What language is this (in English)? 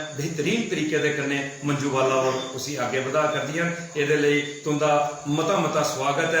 Dogri